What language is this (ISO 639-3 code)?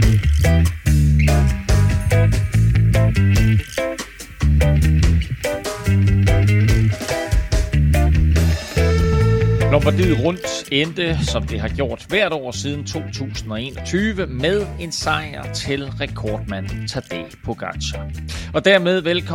dan